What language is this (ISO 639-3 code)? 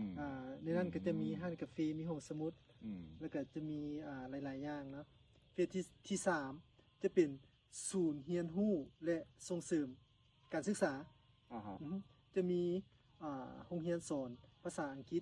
lao